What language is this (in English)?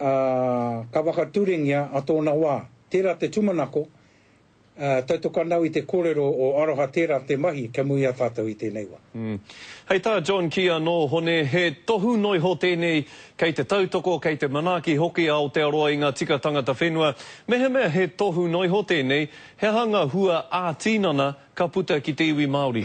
Māori